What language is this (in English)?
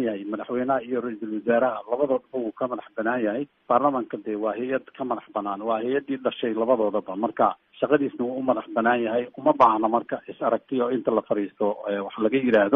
Somali